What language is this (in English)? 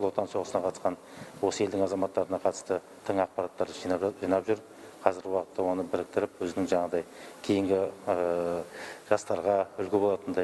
Kazakh